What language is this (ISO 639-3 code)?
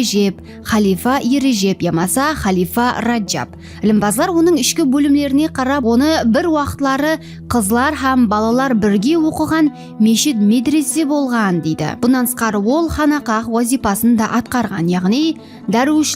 kaa